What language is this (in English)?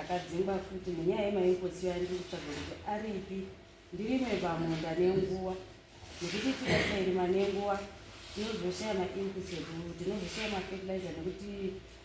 Shona